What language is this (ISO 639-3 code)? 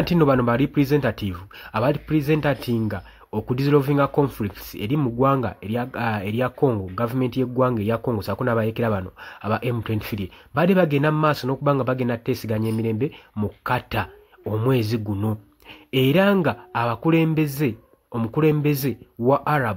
lug